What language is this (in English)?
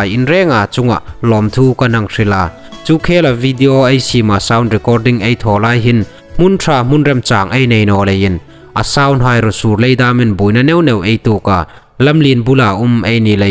Hmar